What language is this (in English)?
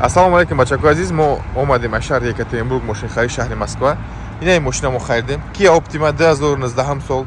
Tajik